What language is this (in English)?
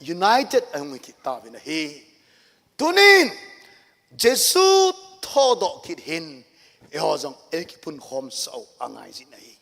Thado Chin